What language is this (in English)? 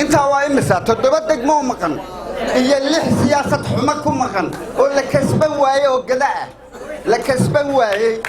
Somali